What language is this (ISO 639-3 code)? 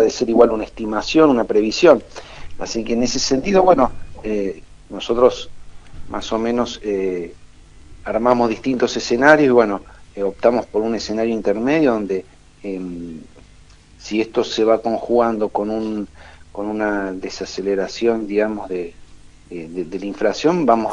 spa